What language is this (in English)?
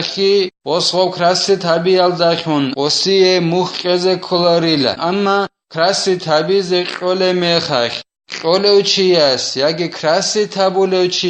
Avaric